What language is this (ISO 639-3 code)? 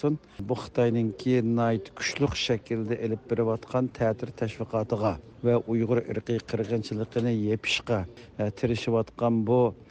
uig